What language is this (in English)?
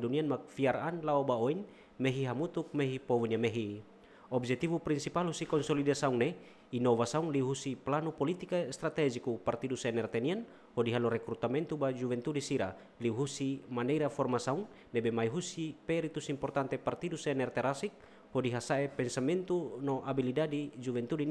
Tetum